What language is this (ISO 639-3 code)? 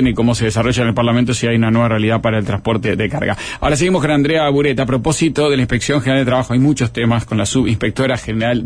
spa